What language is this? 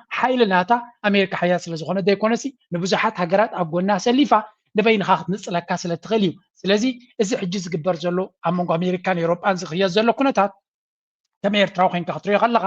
Tigrinya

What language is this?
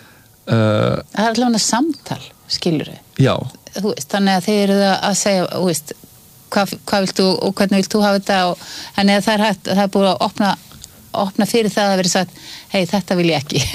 Icelandic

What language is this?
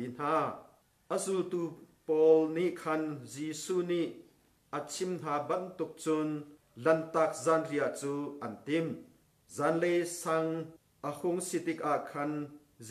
Hakha Chin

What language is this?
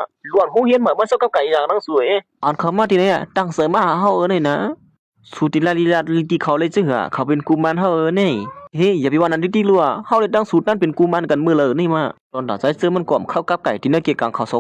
Shan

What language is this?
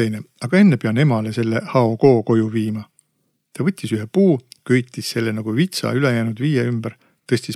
Estonian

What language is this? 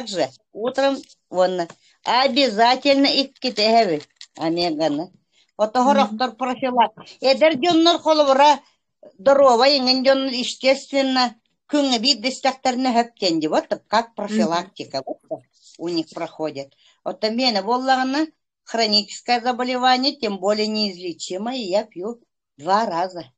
Yakut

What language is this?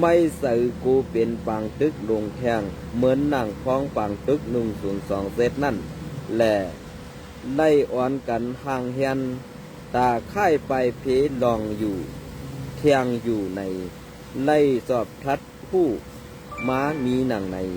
Shan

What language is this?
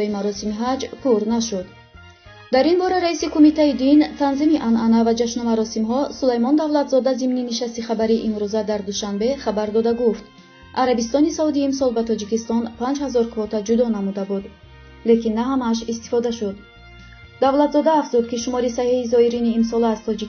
Tajik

